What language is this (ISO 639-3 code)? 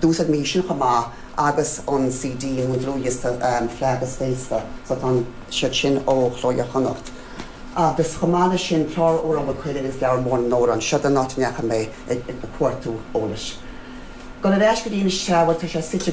gle